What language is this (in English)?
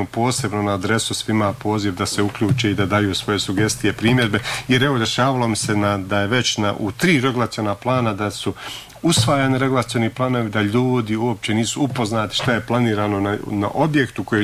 Bosnian